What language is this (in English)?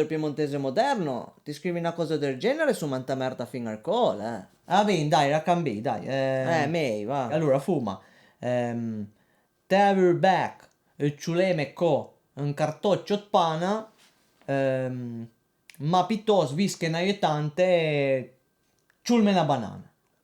Piedmontese